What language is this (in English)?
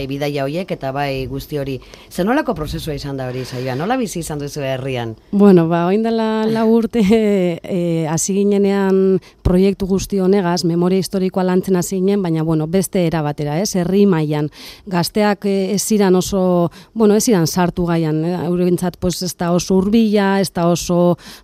Basque